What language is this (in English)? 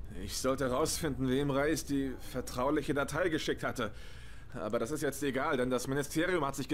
Swiss German